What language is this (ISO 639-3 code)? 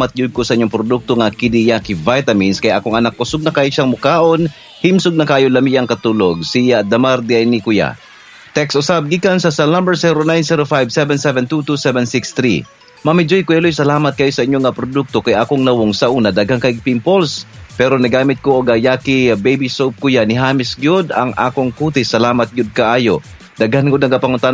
ceb